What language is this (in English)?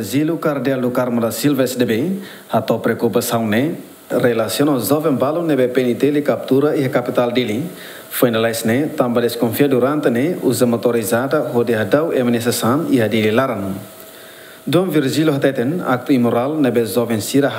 Tetum